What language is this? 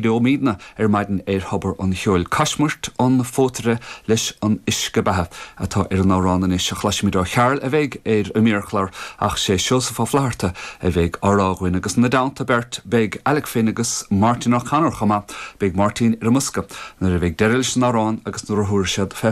Irish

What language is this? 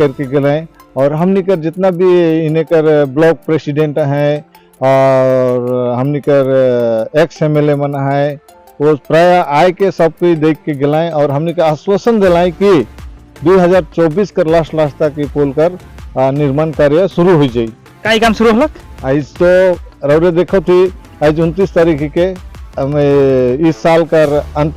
Sadri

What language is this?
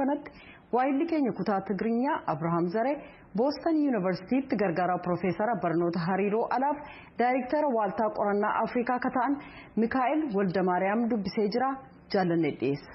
Oromo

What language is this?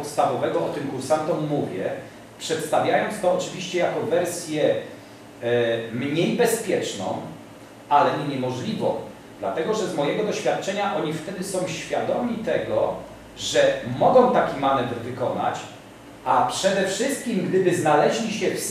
Polish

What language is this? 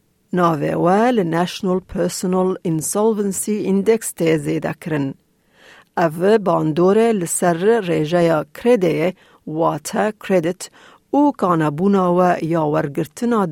Kurdish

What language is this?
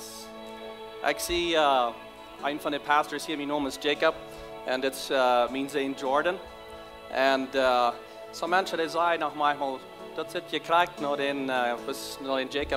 Plautdietsch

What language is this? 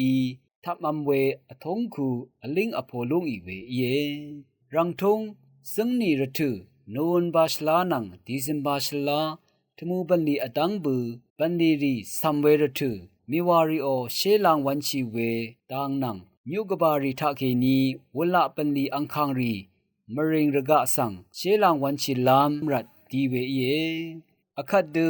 Rawang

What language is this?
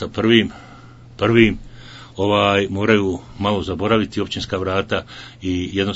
Bosnian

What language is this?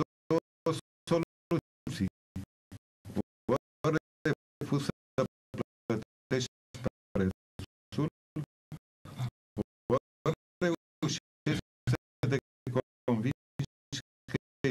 Romanian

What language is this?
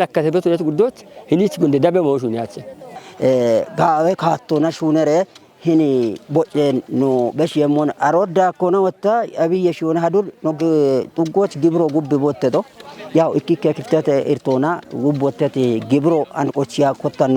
Kafa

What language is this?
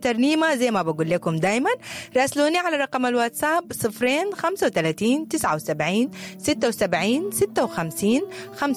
Sudanese Arabic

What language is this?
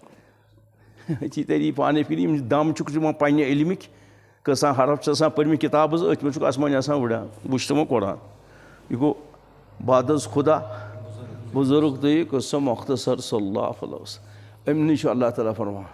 Kashmiri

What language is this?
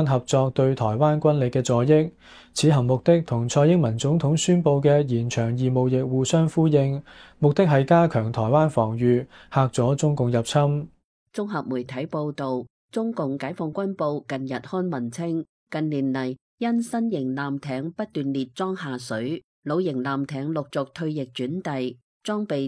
Cantonese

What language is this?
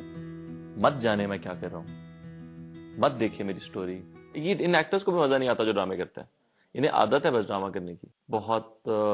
Urdu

